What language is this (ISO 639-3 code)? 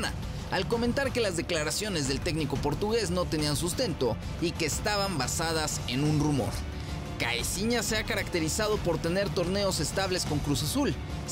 spa